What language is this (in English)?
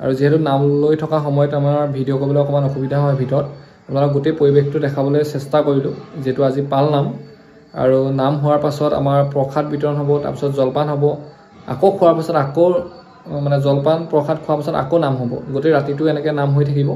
Assamese